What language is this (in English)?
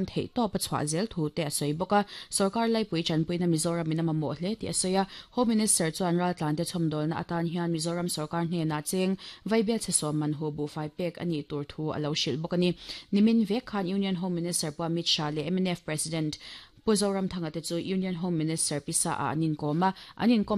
Mizo